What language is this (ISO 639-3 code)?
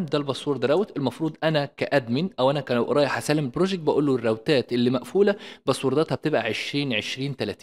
arz